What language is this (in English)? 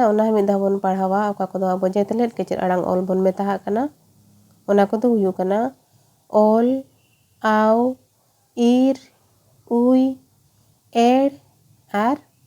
Santali